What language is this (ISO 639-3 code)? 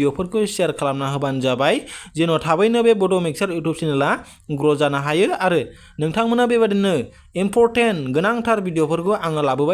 brx